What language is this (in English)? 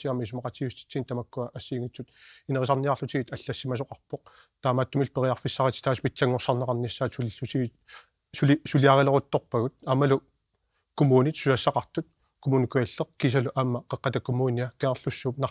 Kalaallisut